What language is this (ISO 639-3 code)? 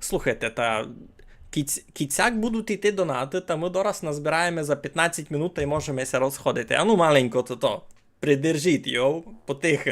rue